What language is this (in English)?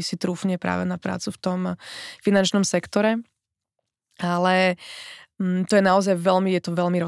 Slovak